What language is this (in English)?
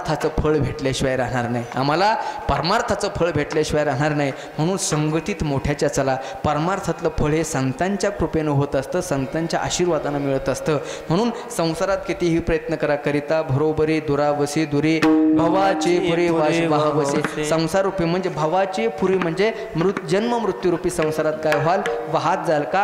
Marathi